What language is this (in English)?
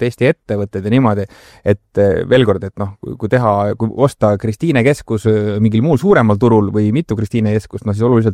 Estonian